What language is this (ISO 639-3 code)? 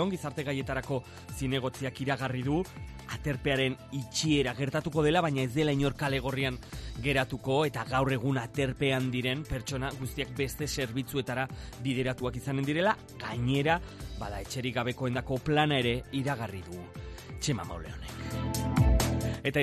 eus